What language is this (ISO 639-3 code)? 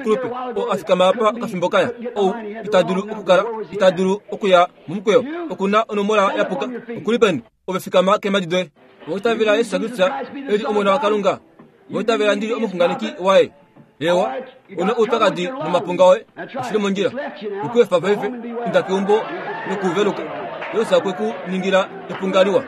kua